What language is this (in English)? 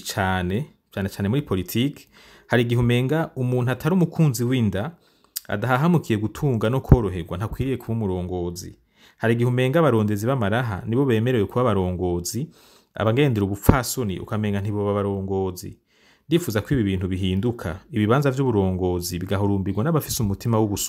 Rundi